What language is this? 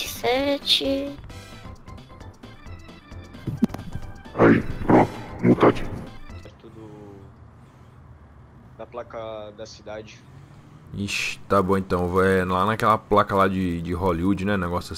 Portuguese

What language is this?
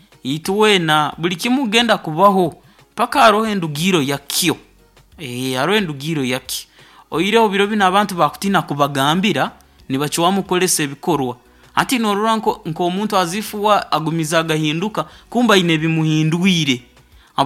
Nyoro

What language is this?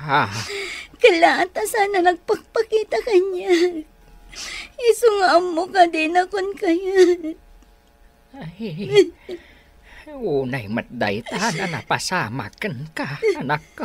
Iloko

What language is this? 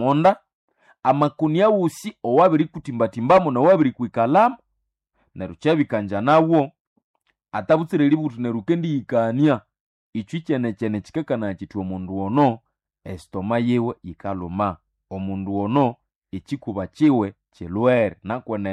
Nande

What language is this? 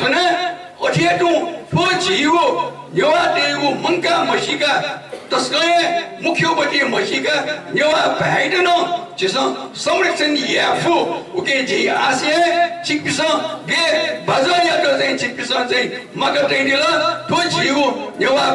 Newari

